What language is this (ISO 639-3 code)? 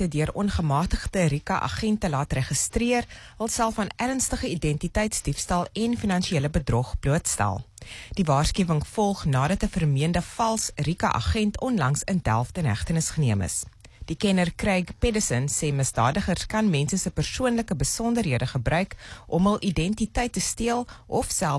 afr